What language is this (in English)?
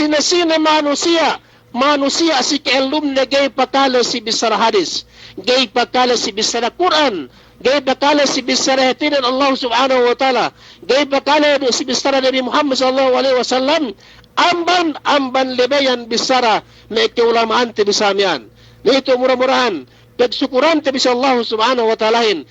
Yakan